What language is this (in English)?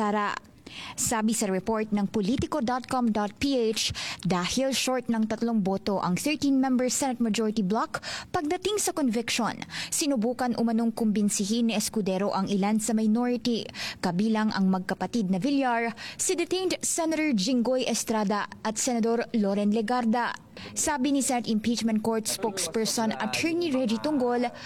Filipino